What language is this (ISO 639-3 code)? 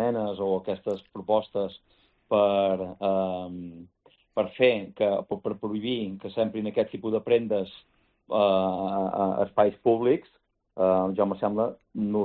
cat